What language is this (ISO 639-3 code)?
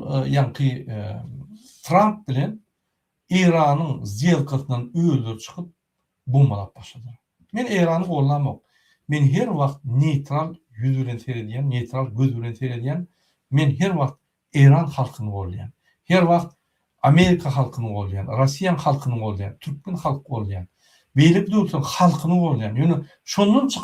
tuk